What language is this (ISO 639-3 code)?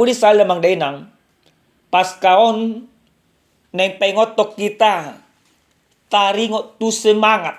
bbc